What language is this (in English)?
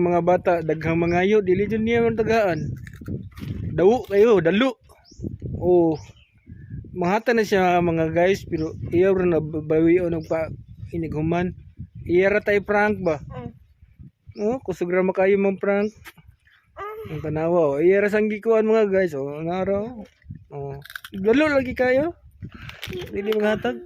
Cebuano